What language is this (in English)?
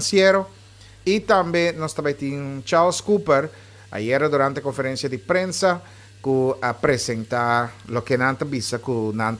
Papiamento